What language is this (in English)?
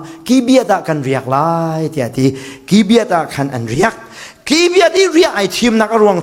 Falam Chin